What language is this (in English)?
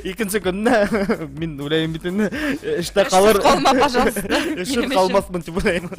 Bashkir